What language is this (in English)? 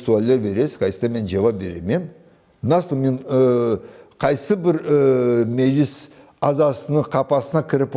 Crimean Tatar